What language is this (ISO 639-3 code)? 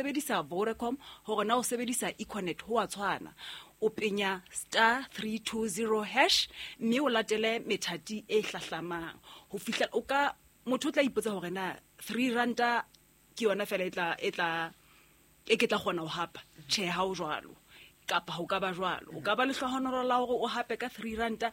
sot